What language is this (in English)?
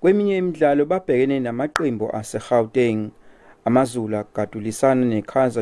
Zulu